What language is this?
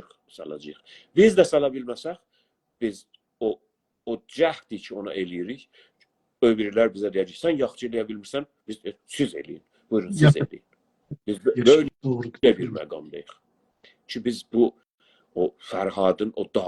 South Azerbaijani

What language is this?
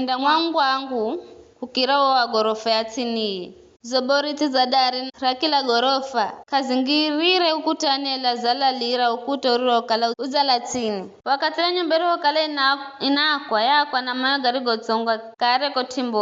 Giryama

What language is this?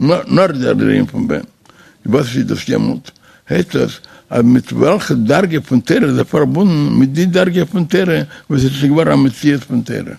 Yiddish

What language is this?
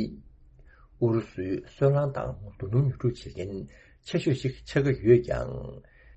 Tibetan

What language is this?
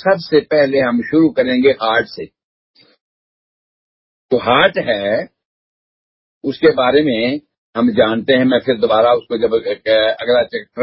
Urdu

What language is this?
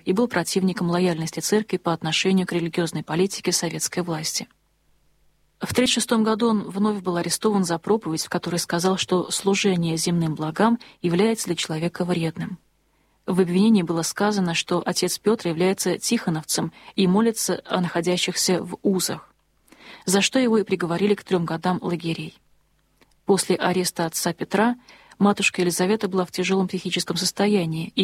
Russian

